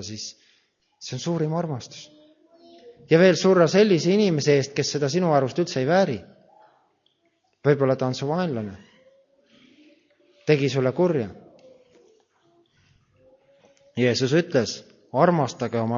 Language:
Estonian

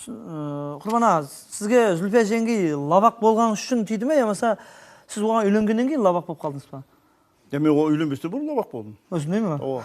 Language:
Kara-Kalpak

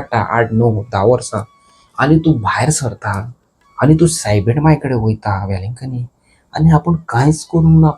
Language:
Konkani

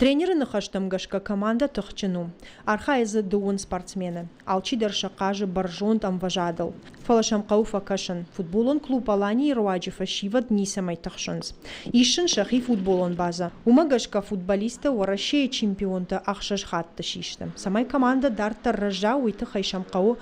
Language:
Ossetic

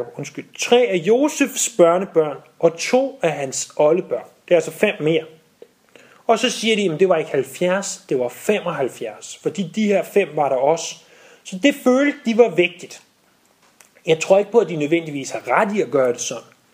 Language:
Danish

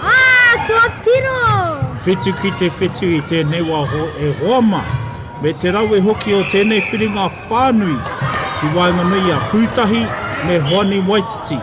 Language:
Māori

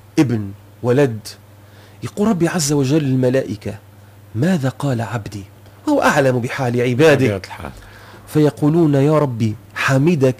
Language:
Tunisian Arabic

